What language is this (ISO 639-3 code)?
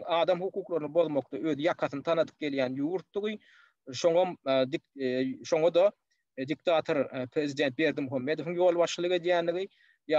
tuk